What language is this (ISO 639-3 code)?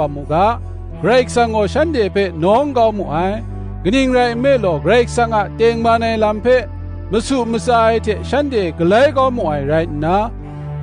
kac